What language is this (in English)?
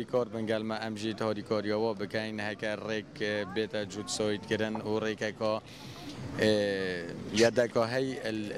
Kurdish